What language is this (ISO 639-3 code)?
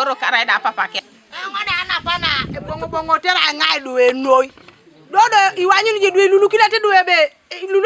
teo